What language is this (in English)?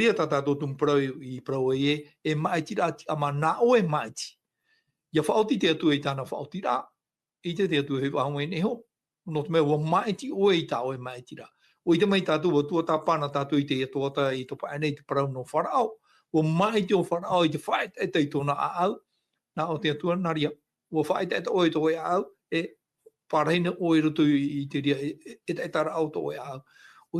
Tahitian